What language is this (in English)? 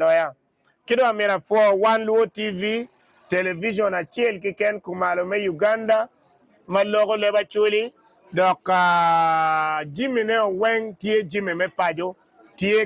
Acoli